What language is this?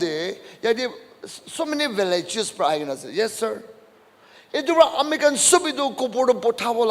Naga Pidgin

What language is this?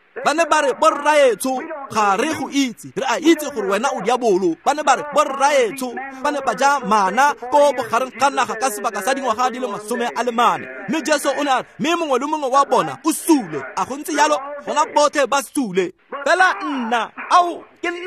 Tswana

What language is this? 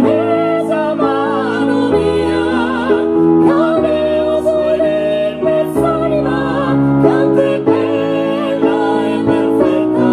Sardinian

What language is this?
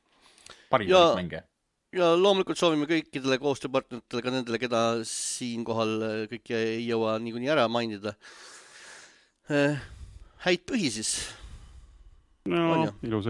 Estonian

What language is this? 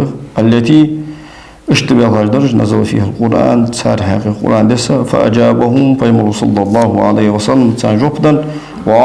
Ingush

